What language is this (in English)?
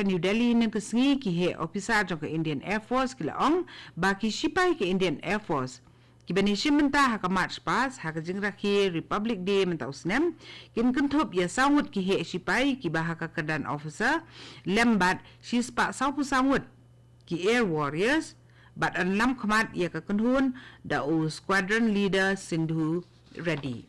Khasi